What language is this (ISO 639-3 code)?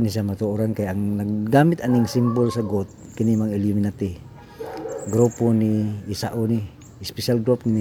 ceb